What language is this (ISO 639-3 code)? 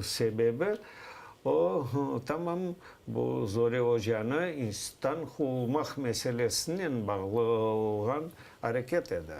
crh